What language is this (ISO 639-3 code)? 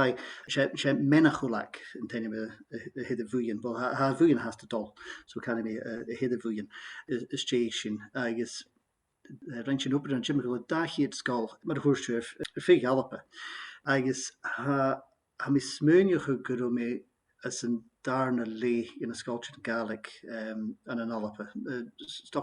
gla